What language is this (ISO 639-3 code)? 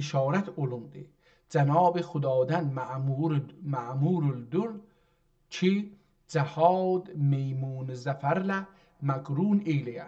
azb